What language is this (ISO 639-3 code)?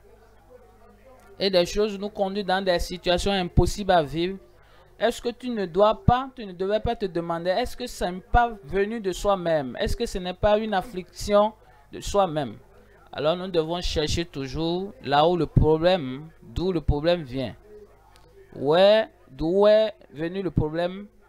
fra